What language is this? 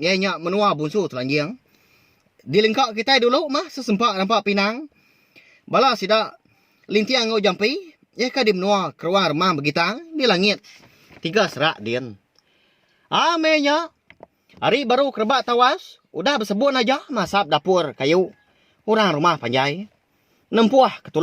Iban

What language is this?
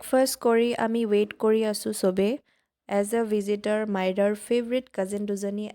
Assamese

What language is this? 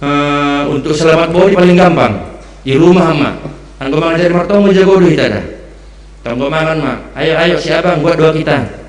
Batak Simalungun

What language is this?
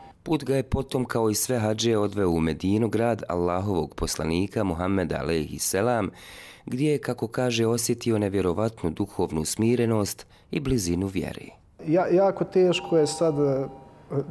Bosnian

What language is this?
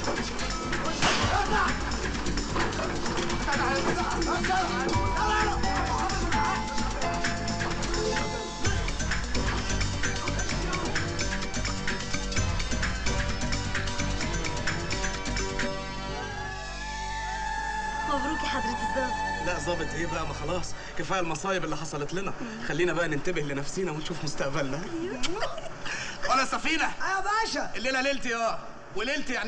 Egyptian Arabic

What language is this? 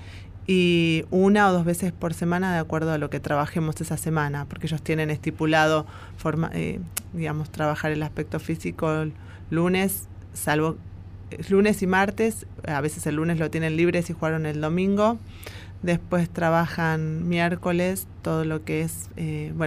Spanish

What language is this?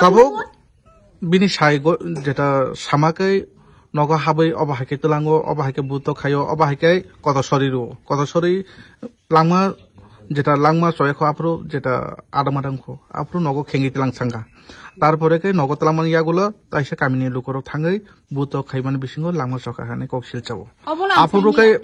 Kok Borok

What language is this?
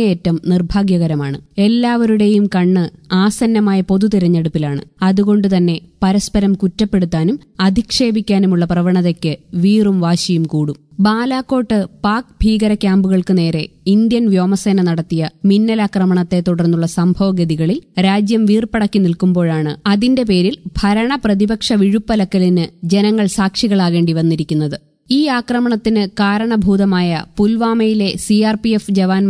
Malayalam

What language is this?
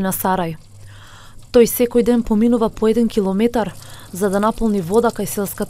Macedonian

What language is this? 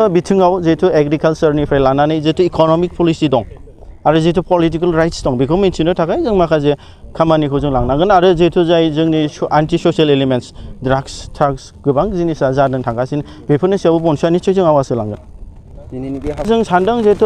Bodo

